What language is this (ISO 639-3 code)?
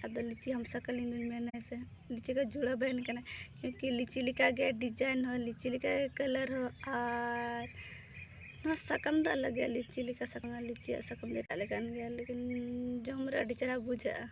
sat